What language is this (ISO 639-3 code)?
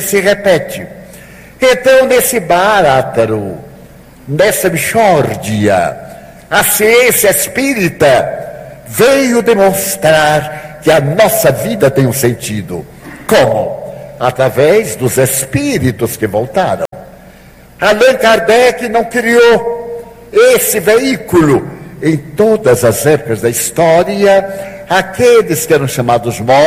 por